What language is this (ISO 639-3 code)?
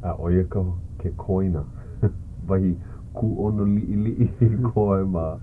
haw